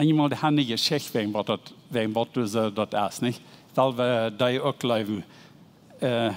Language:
Plautdietsch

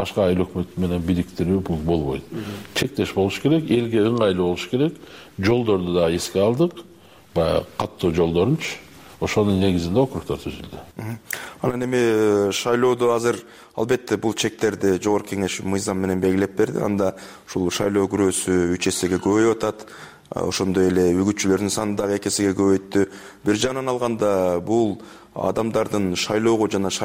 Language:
Kyrgyz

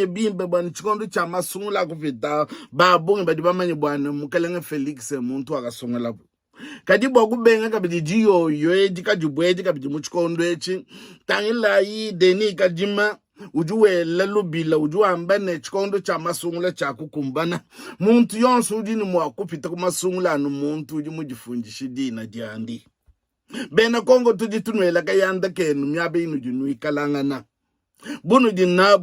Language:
Luba-Lulua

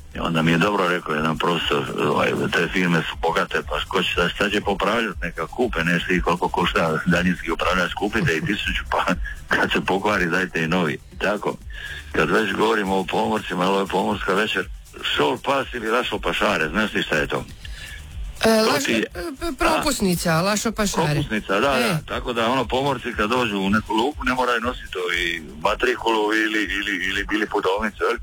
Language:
Croatian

